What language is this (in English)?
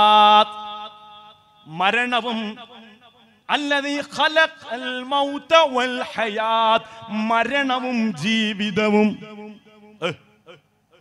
Malayalam